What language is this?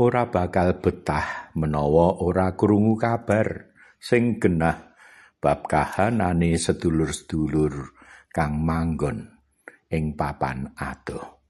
Javanese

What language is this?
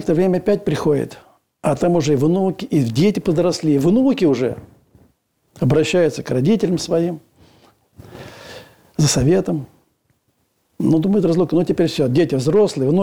Russian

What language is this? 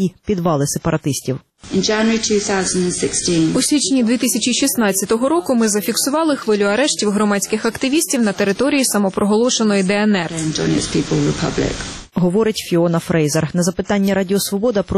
Ukrainian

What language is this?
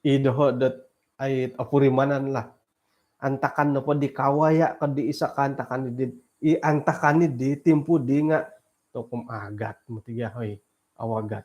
Central Dusun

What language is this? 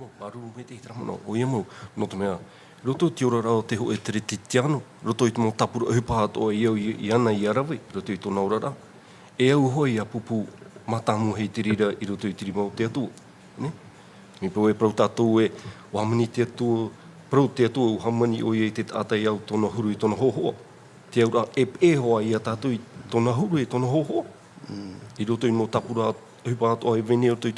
Tahitian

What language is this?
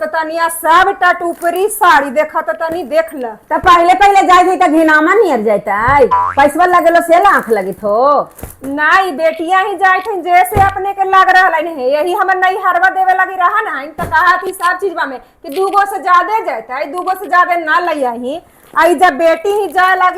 Magahi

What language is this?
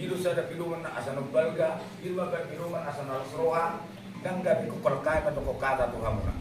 Batak Toba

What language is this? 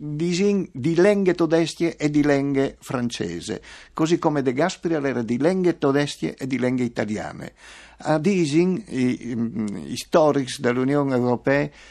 Friulian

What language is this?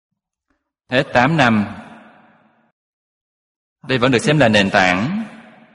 Vietnamese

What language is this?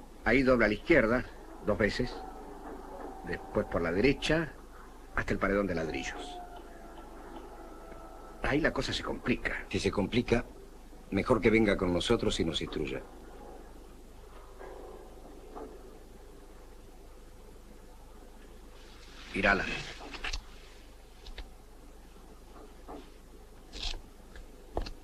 Spanish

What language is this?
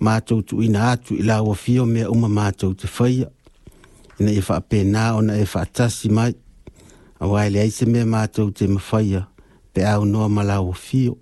Samoan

